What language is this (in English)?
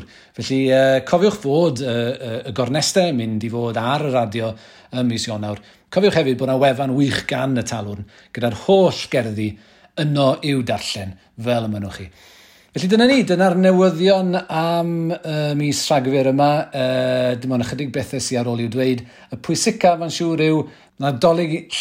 Welsh